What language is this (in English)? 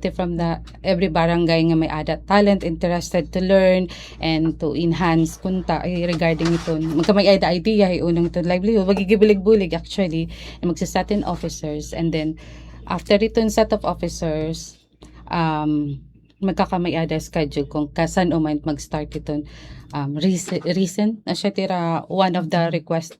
Waray